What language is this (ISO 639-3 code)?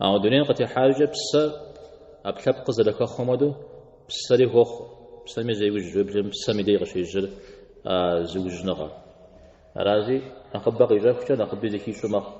kbd